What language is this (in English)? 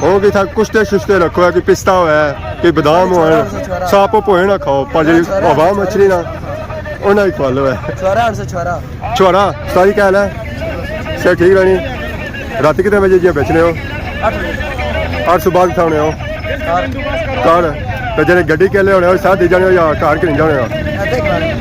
Pahari-Potwari